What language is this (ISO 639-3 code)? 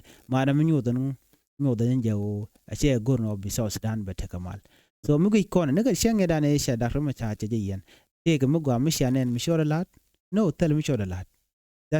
nus